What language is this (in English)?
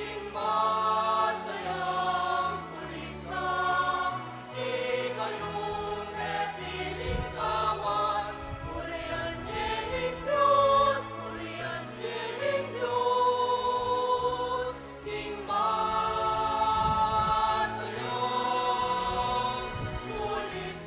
Pampanga